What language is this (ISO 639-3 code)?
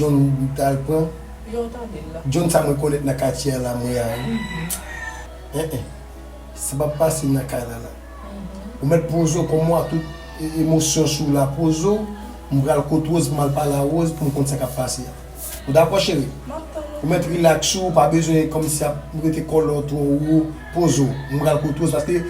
hat